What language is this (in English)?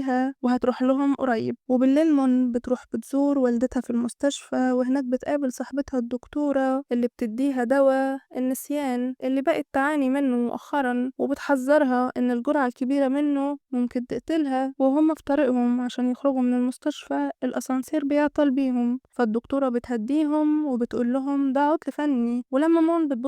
Egyptian Arabic